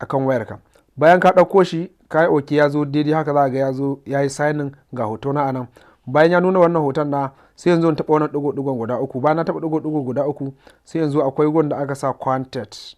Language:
Hausa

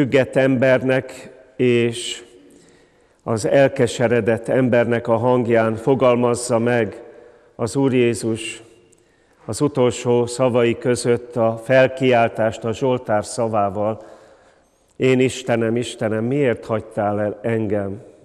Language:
Hungarian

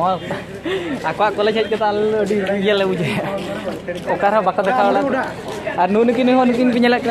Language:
Santali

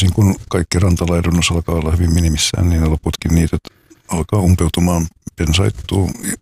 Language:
Finnish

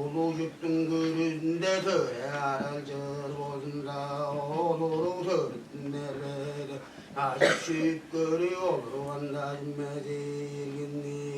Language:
Tuvinian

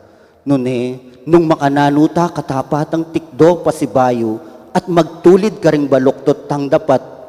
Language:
Pampanga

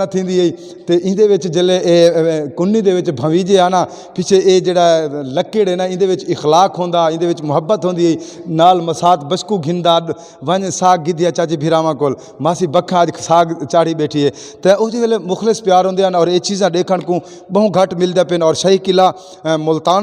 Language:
Saraiki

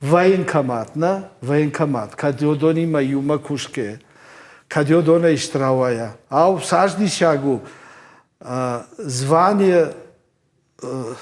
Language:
Ossetic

